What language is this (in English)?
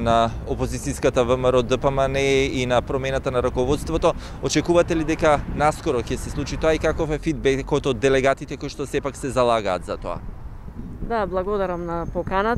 Macedonian